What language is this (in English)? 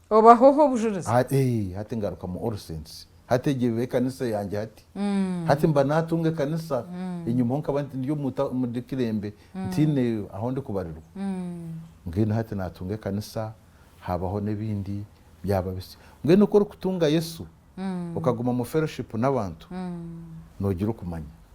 Nyankole